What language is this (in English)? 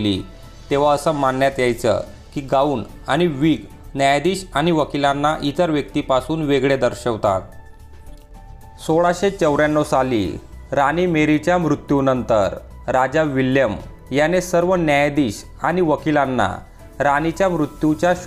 Marathi